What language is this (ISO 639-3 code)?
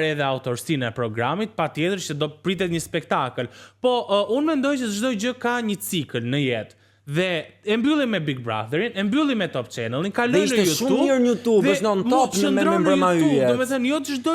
sqi